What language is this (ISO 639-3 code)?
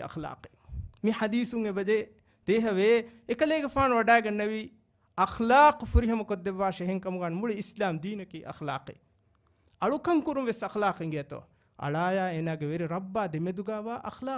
div